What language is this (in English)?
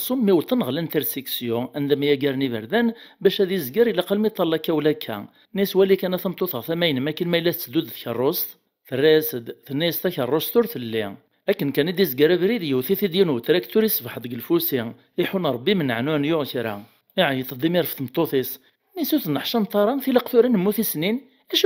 Kabyle